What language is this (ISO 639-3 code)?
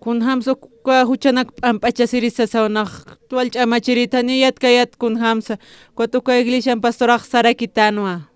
aym